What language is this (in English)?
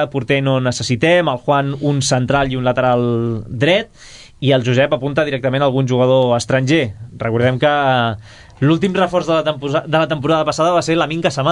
Catalan